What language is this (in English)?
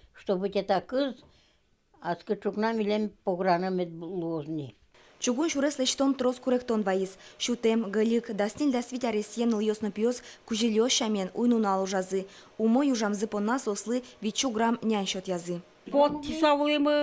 Udmurt